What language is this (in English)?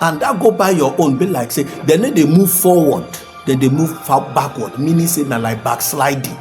Nigerian Pidgin